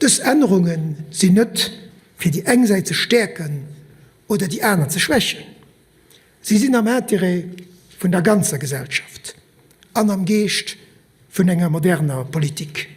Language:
Luxembourgish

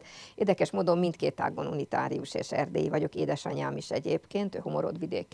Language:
Hungarian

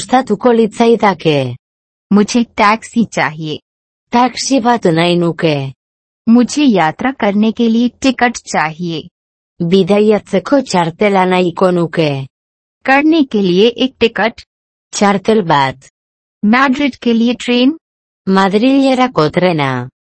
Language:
Basque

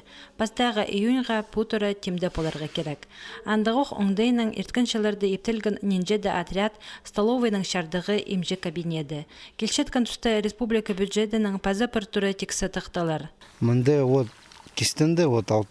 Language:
Khakas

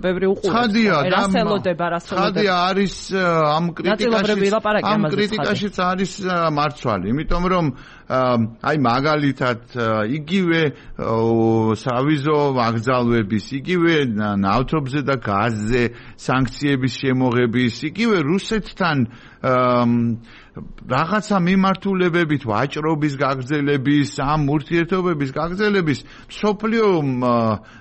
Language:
Georgian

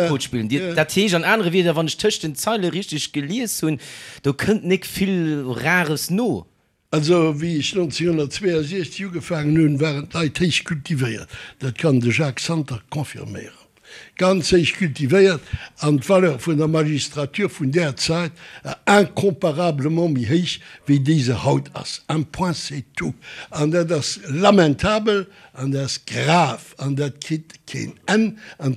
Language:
Luxembourgish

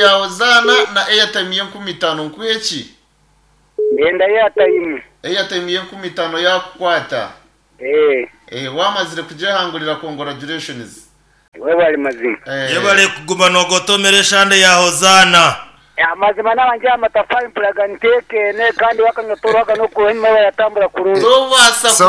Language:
Nyankole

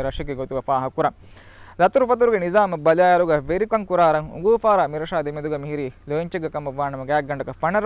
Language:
Divehi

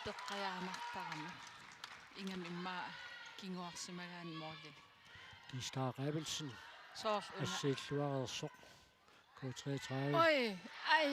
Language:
Kalaallisut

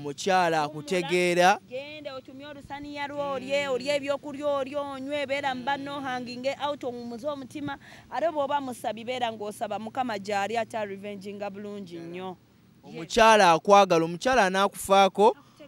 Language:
Ganda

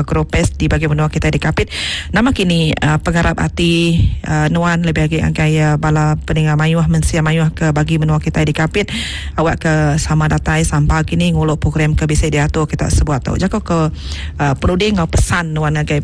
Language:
Iban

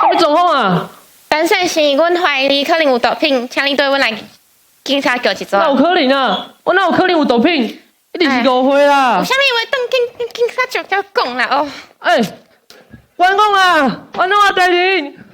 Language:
Min Nan Chinese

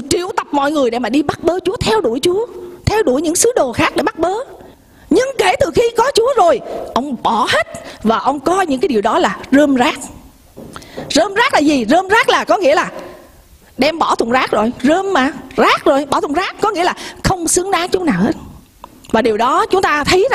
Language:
Vietnamese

